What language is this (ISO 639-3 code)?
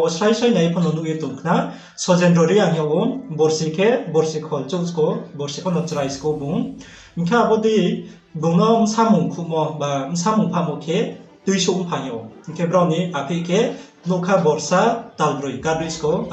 ria